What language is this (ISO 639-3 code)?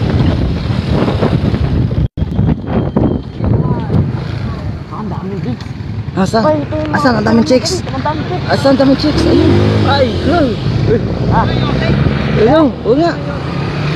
fil